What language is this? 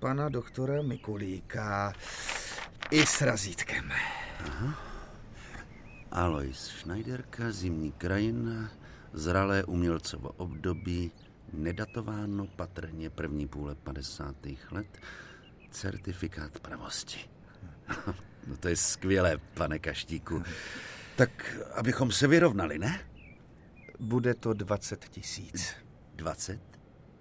Czech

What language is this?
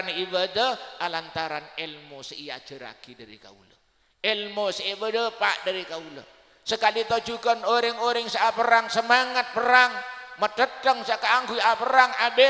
Madurese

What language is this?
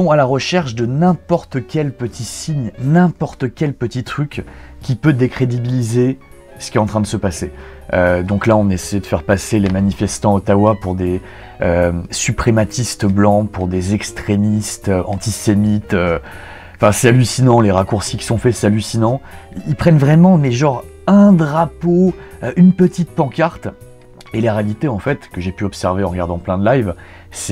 French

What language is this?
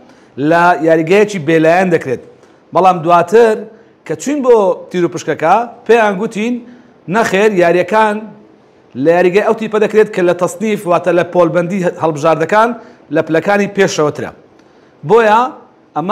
Central Kurdish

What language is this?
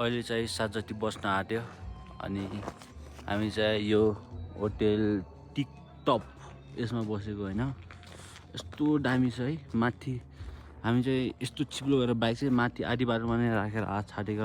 Nepali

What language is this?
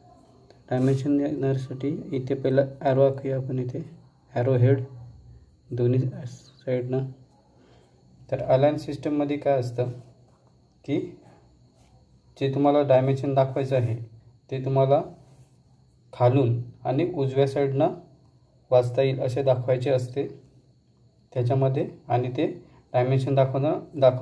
Marathi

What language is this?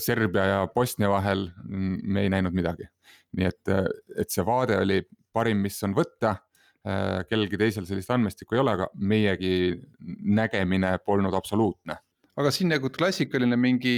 Estonian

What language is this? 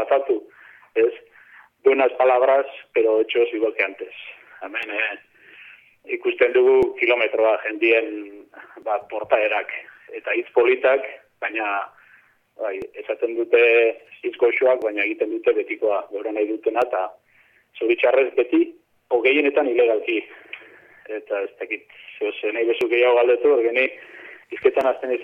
Basque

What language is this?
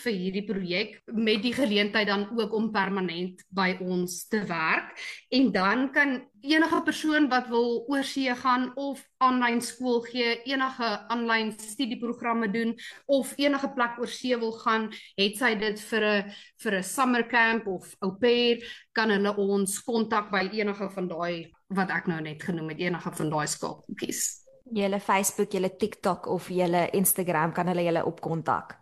Afrikaans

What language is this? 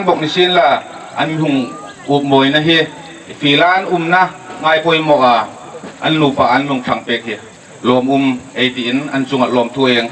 Hmar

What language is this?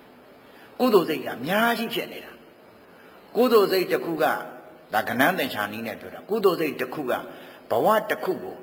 Burmese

